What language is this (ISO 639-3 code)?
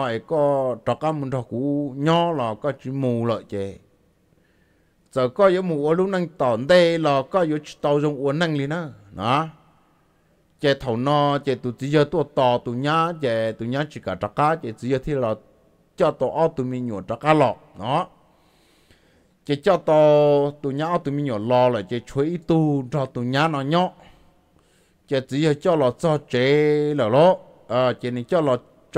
vie